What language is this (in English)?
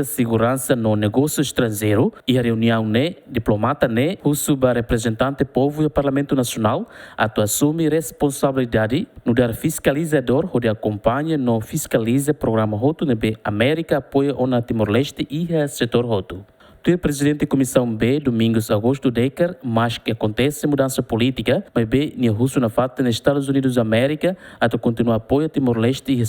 Tetum